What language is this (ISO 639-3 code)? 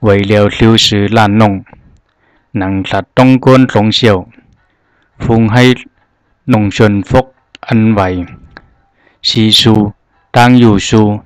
zha